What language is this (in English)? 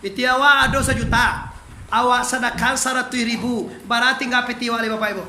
Minangkabau